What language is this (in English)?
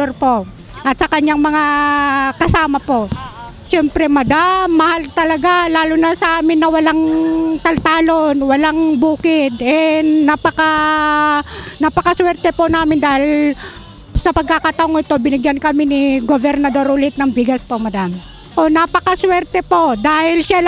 Filipino